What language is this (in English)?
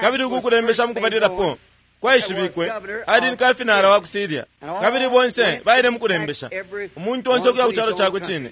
Bemba